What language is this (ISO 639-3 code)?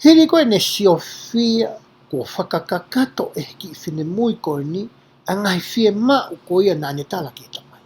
ton